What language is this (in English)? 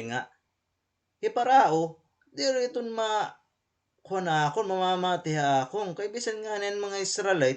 Waray